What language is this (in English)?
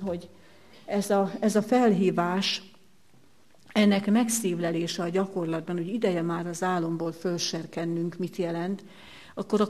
Hungarian